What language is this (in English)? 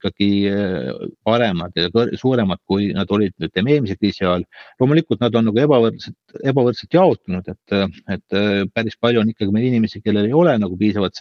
Estonian